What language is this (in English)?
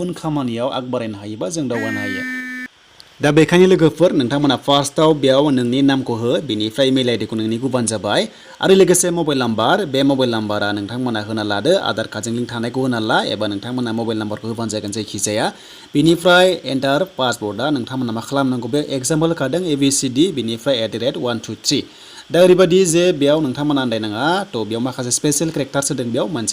Bodo